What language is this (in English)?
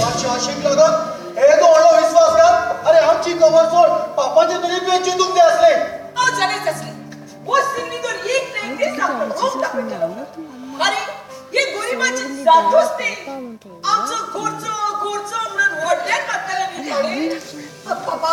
Konkani